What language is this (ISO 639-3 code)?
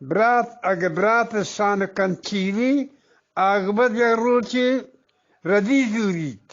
bgp